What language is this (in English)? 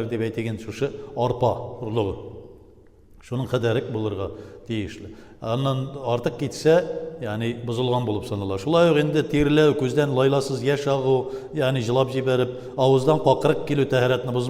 Tatar